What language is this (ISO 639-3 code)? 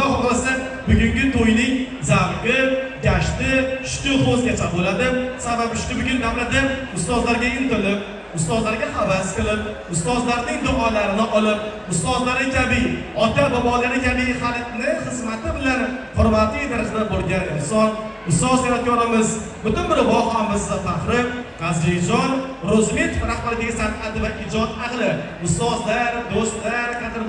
uzb